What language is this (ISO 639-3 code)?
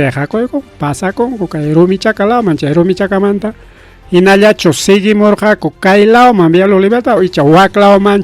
quy